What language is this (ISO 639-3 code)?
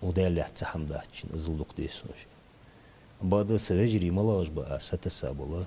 inh